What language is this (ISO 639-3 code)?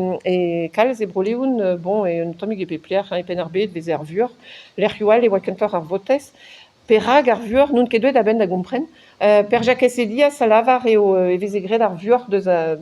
bre